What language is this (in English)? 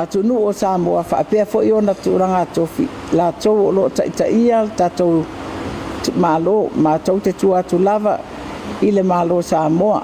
Samoan